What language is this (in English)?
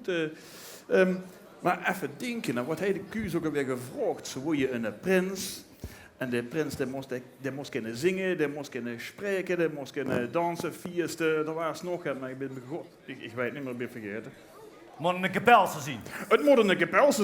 Limburgish